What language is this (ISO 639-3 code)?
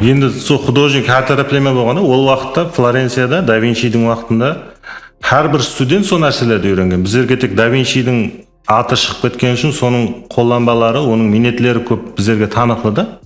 kaa